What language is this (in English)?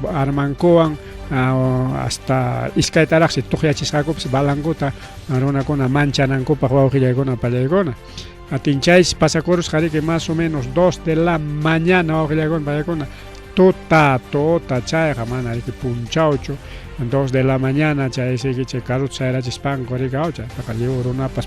Ayacucho Quechua